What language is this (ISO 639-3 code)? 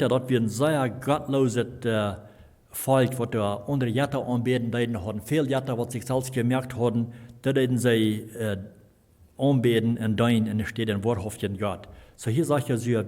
pdt